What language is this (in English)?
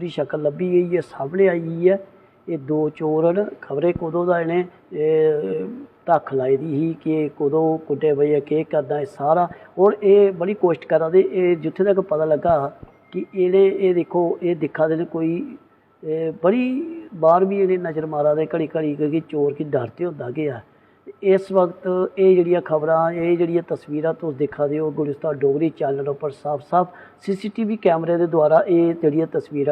Dogri